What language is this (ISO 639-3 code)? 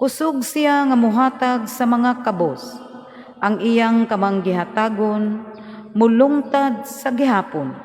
ceb